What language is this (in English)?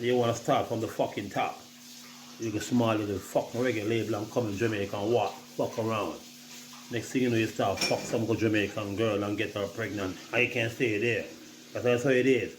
Jamaican Creole English